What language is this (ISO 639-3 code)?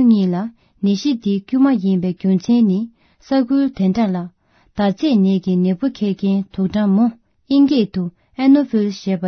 bod